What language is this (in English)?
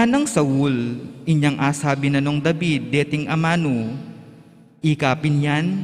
Pampanga